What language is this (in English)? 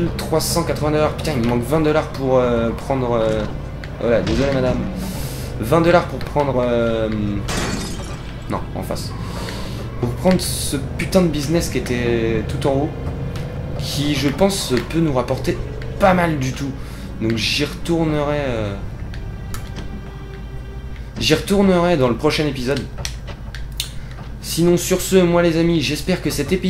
French